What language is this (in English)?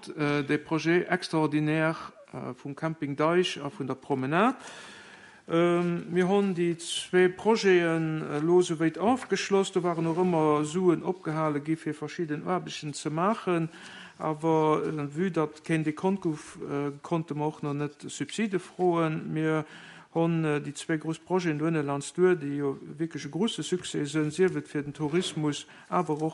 Luxembourgish